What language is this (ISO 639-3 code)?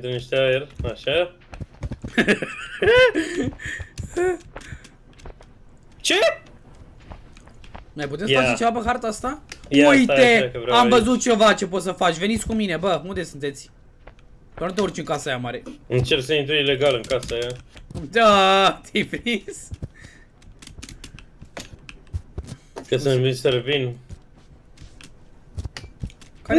ron